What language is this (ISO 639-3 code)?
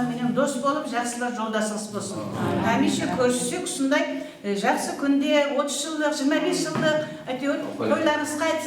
kaa